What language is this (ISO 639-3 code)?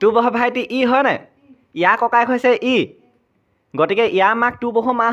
asm